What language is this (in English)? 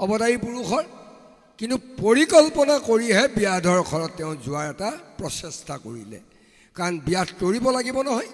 Assamese